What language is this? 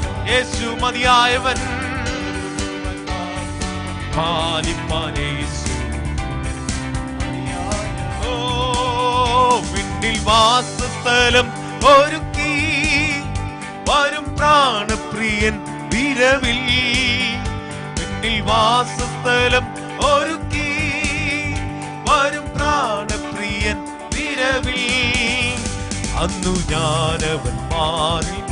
Malayalam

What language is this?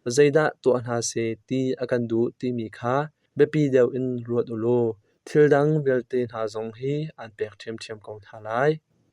Hakha Chin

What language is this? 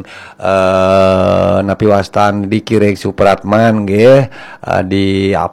Balinese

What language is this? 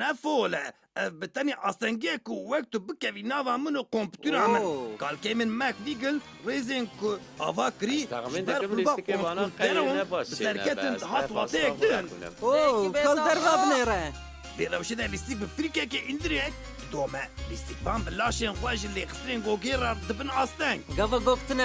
Kurdish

